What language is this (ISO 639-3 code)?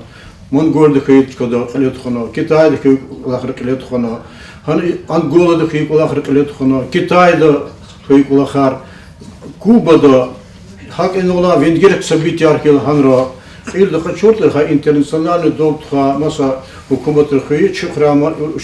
lez